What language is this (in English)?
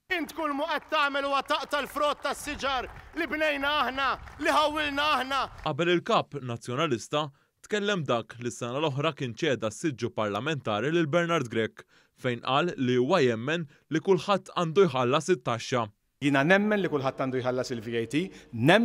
Maltese